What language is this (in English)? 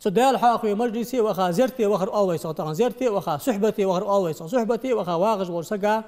Ingush